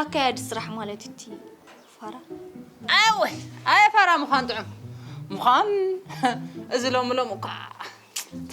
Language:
Tigrinya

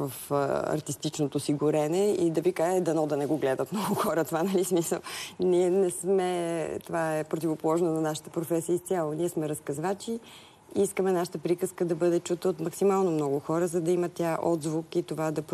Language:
Bulgarian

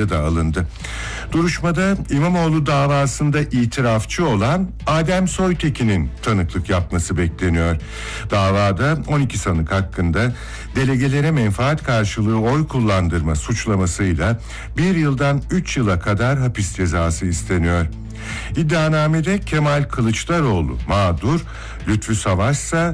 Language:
Turkish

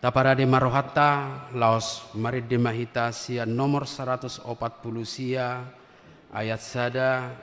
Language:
Batak Toba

